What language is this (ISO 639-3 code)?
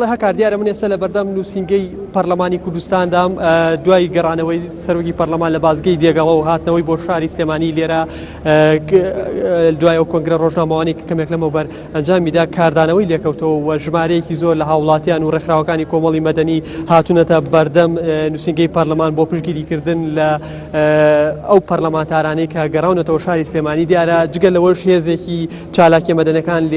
ckb